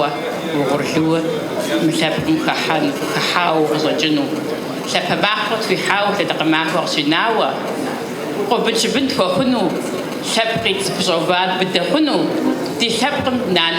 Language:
Kabardian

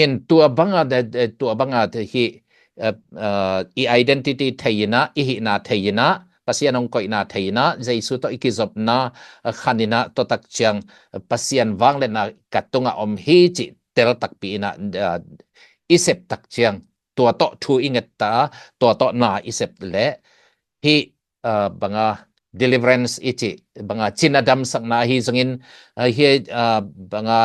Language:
Tedim Chin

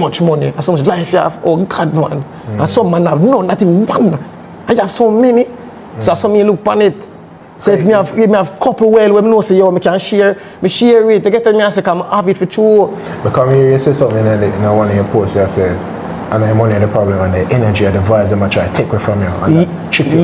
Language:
Jamaican Creole English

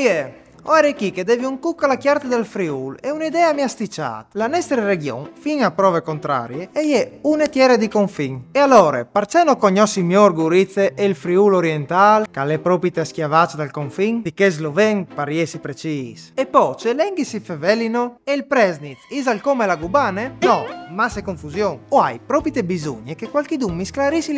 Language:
Friulian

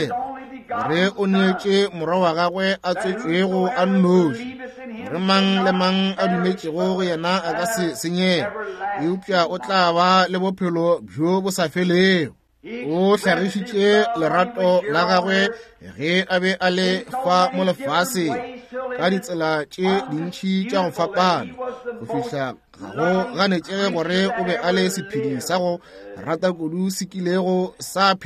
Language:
Northern Sotho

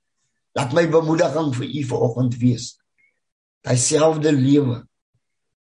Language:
Afrikaans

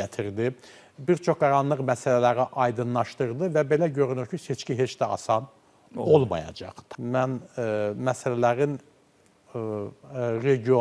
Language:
Azerbaijani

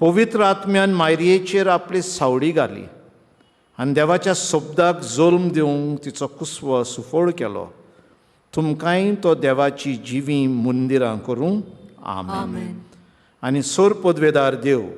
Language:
Konkani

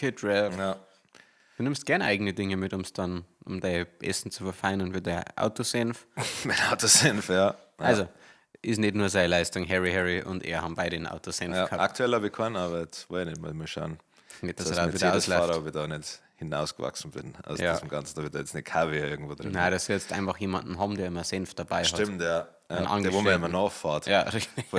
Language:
Bavarian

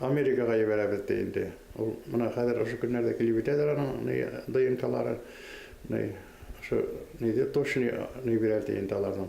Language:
Bashkir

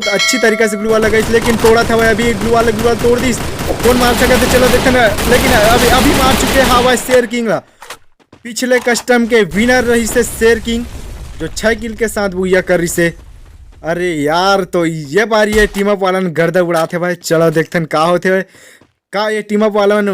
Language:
Chhattisgarhi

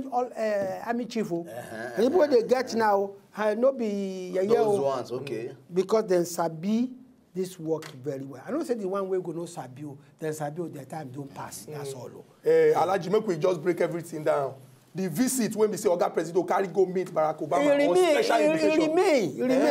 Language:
Nigerian Pidgin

